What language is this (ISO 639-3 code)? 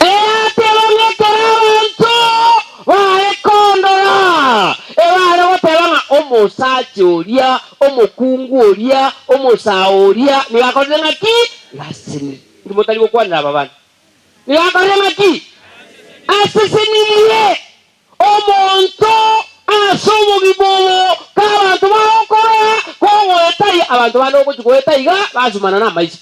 guz